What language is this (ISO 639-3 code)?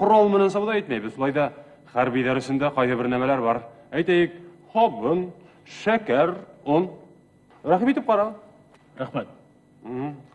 bak